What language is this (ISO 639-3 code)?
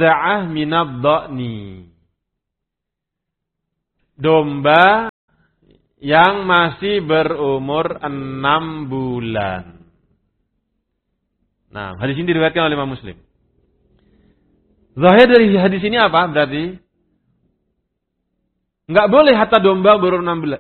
ind